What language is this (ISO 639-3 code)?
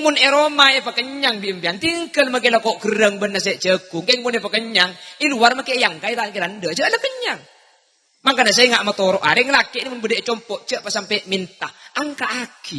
mad